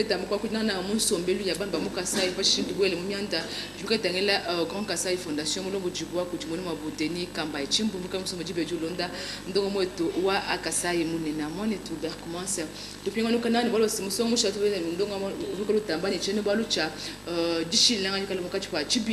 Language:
Luba-Lulua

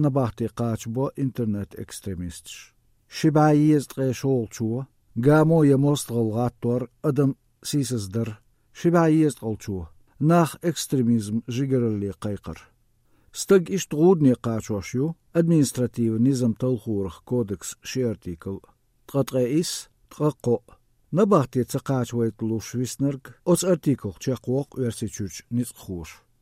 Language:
Chechen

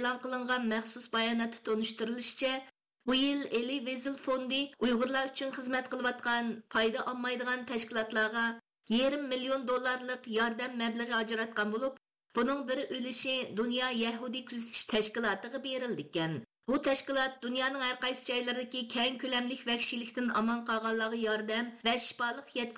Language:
Uyghur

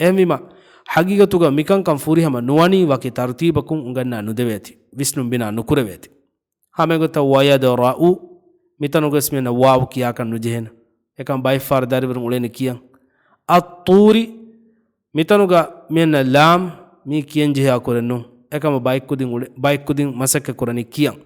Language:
Divehi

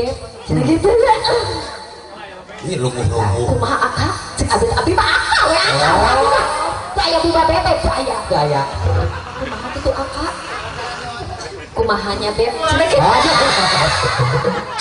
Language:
Sundanese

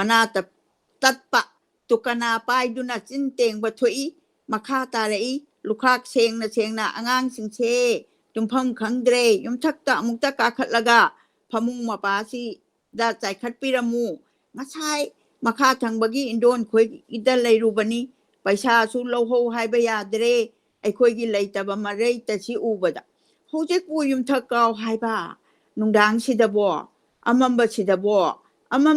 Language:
Manipuri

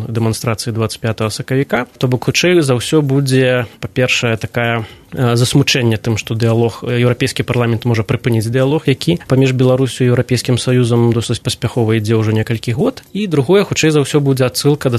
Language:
Belarusian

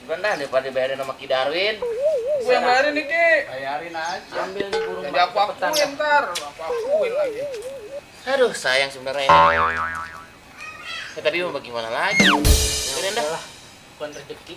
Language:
Betawi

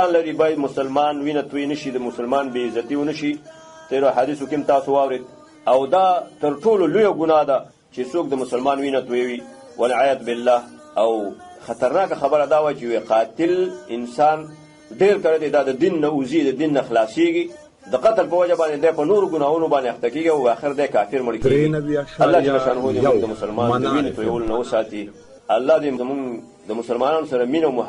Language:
Pashto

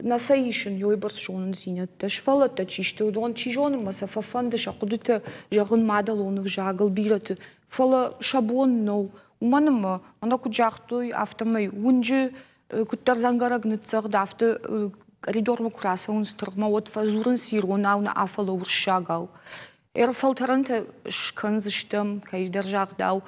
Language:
Ossetic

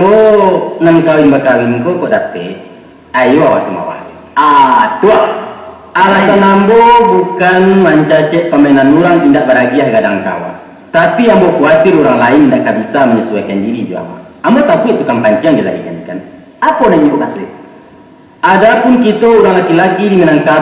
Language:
Minangkabau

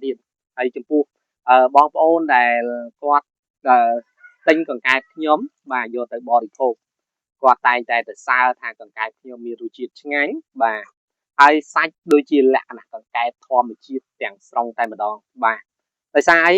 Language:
Khmer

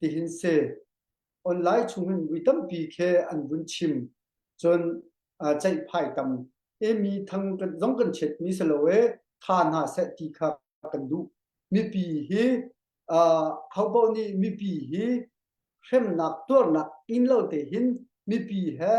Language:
Hakha Chin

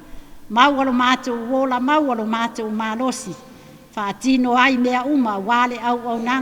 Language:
Samoan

